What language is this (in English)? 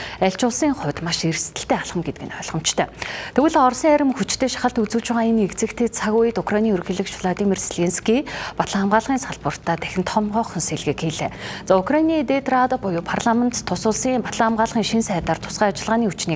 Mongolian